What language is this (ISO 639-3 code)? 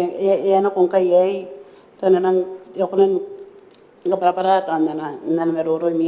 gil